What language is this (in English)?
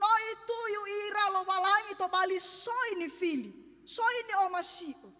Nias